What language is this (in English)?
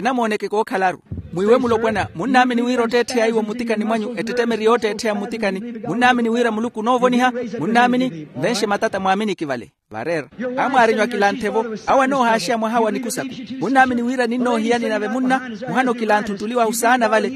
Makhuwa